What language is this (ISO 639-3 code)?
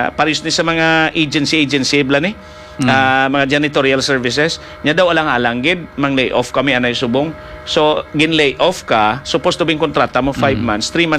hil